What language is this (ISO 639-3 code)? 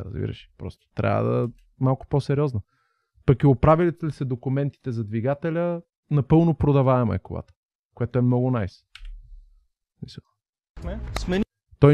bul